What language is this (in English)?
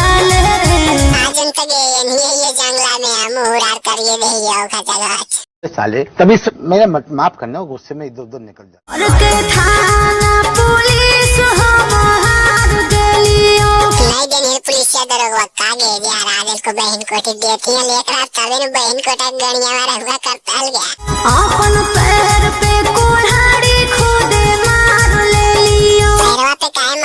Magahi